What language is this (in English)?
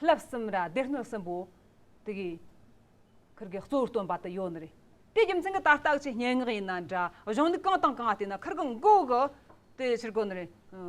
Amdo Tibetan